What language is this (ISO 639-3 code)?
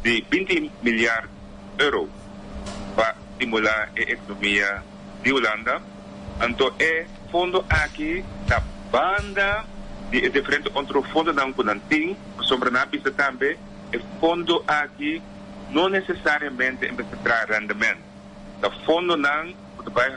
pap